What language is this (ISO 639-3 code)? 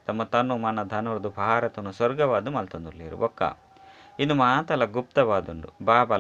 tcy